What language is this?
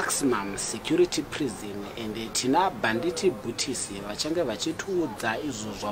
Shona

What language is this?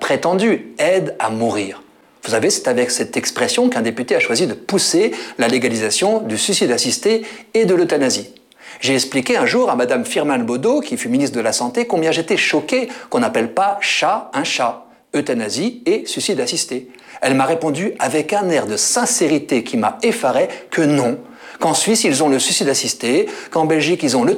French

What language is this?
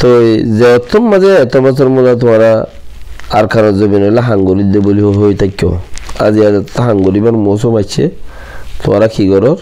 Rohingya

